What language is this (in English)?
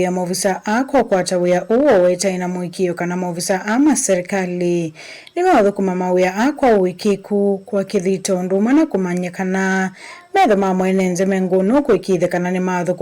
Kamba